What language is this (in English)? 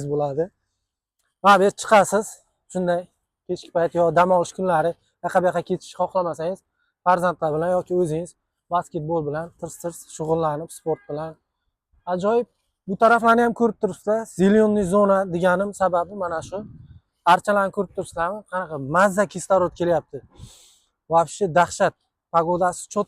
Uzbek